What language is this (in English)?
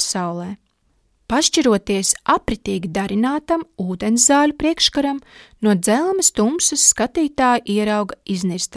Latvian